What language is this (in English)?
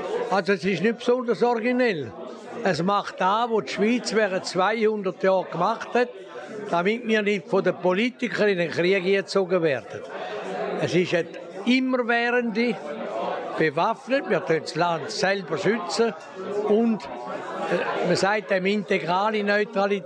Swiss German